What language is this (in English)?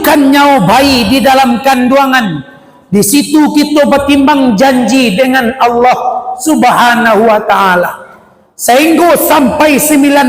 Minangkabau